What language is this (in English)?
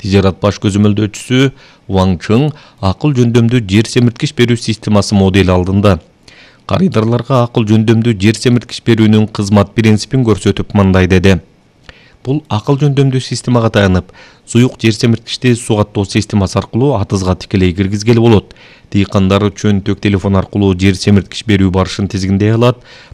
Kyrgyz